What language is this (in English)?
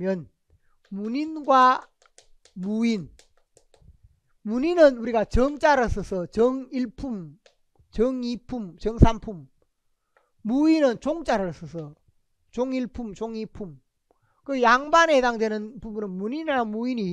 Korean